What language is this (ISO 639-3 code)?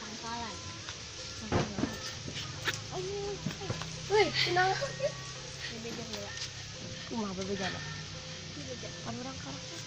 sun